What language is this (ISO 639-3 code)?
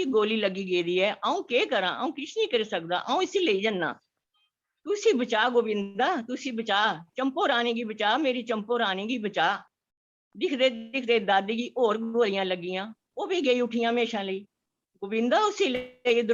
doi